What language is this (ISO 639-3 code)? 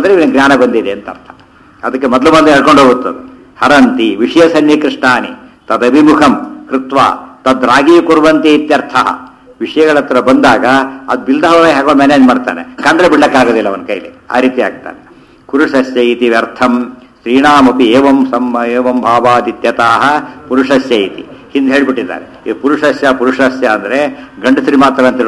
kan